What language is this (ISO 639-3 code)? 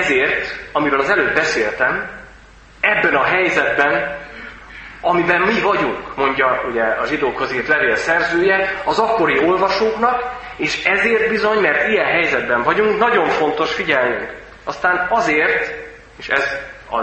hun